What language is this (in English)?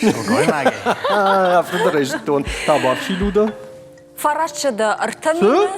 Ossetic